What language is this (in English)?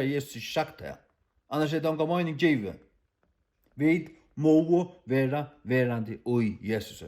Faroese